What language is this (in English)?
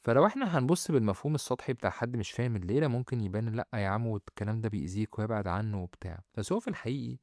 Egyptian Arabic